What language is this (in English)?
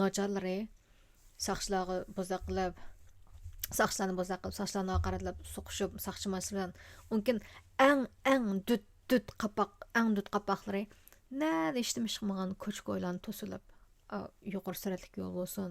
Uyghur